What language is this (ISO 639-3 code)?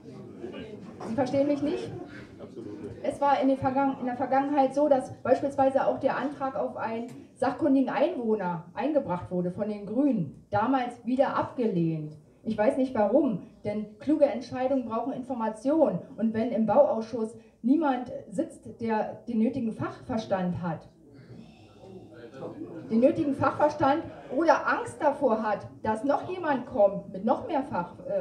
deu